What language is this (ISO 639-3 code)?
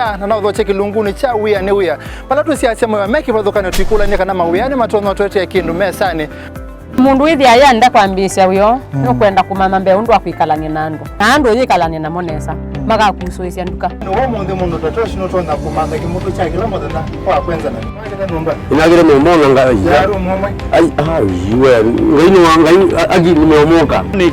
kam